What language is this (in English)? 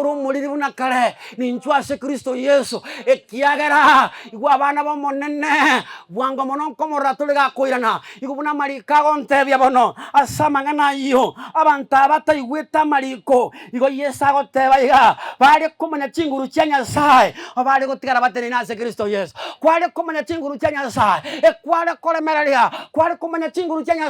Gusii